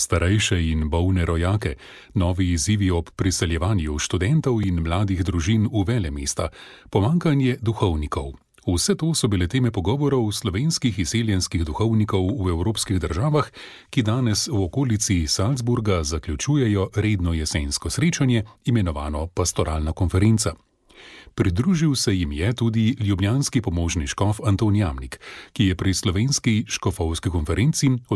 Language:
Slovenian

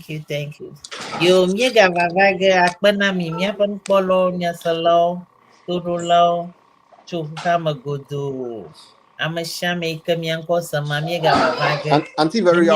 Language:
Ewe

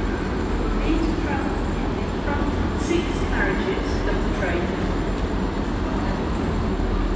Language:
English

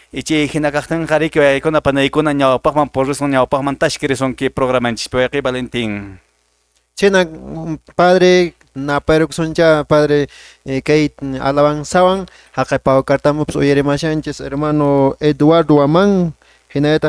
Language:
Quechua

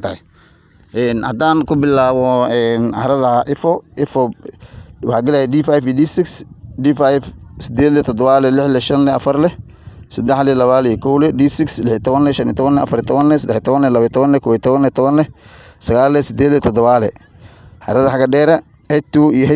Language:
Somali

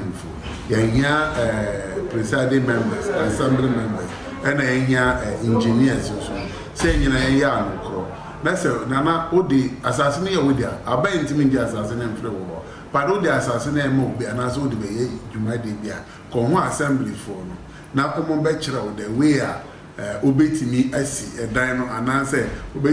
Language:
Akan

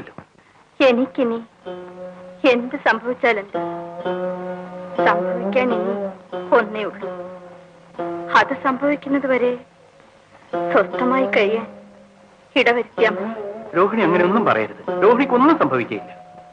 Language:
Malayalam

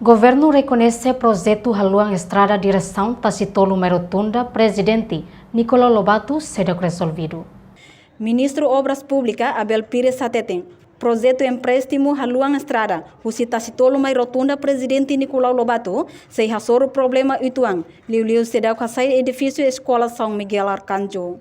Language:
Tetum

